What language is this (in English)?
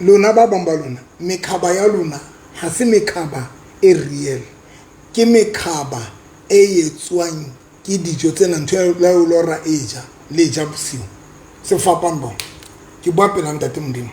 Southern Sotho